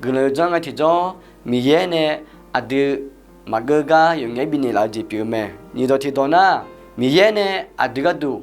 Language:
Akha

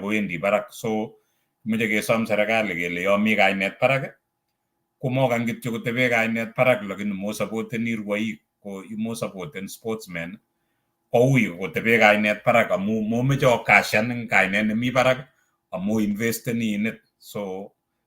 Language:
Kalenjin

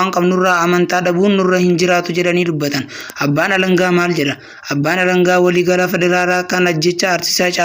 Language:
Oromo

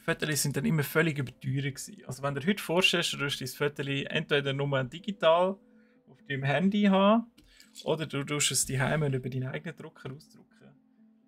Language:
Swiss German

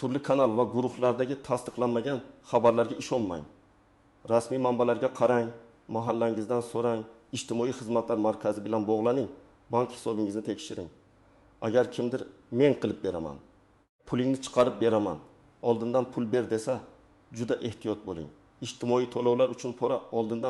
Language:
Uzbek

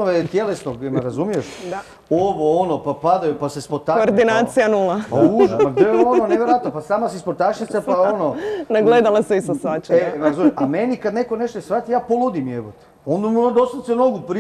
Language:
Croatian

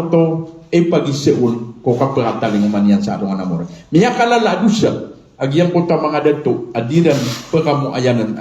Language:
Maranao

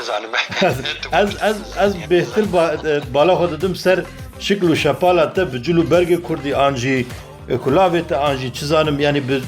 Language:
Kurdish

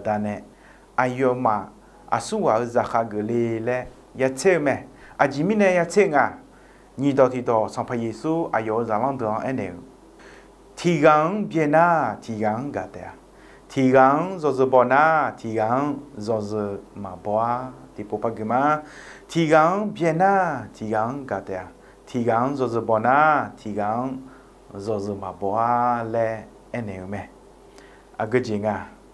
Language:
Akha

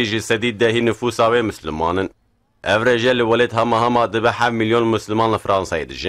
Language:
Kurdish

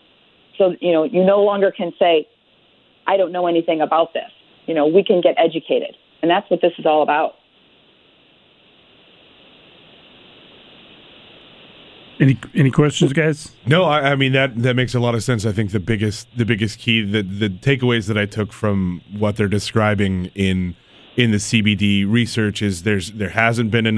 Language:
English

